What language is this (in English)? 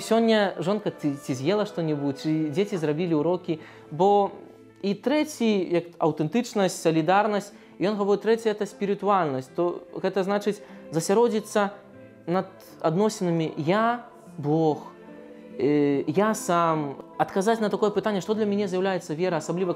Belarusian